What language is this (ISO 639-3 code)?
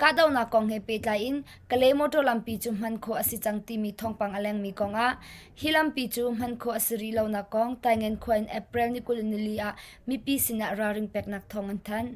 cnh